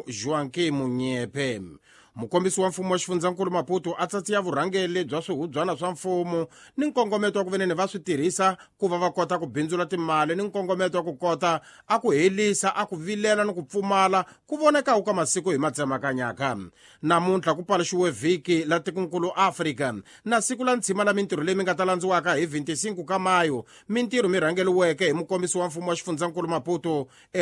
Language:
Tsonga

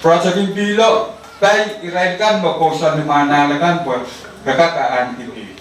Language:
Pohnpeian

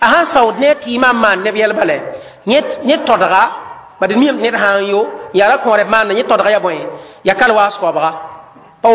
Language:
Mossi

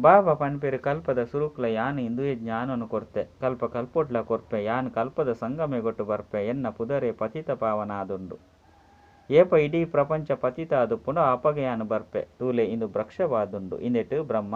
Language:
Tulu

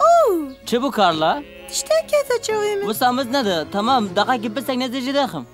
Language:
Kurdish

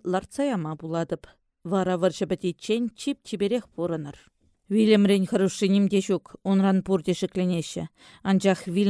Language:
Chuvash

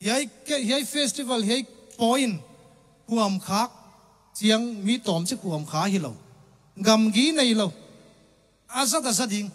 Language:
Tedim Chin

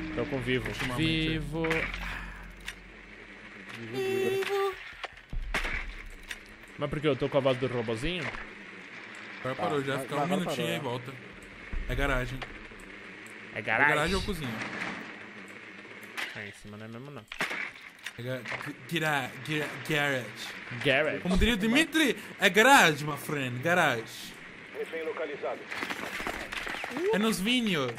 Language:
Portuguese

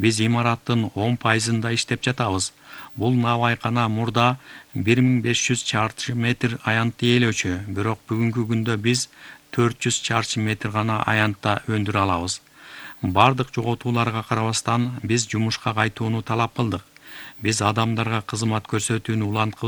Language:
Kyrgyz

